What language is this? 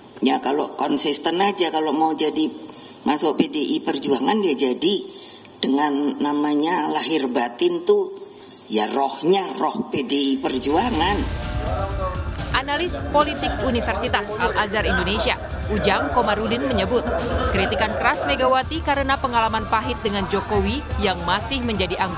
Indonesian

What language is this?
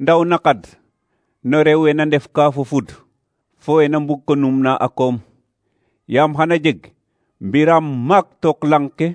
Serer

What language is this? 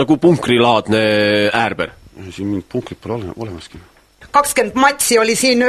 Estonian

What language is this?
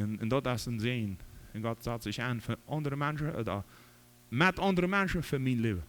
Plautdietsch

